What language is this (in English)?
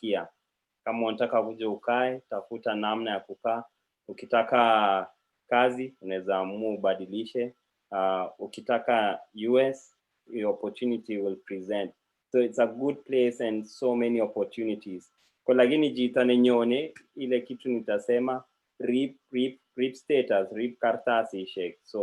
Kalenjin